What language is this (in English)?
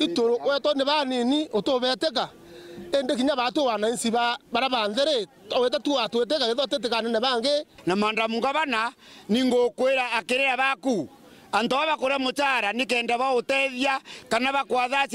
Meru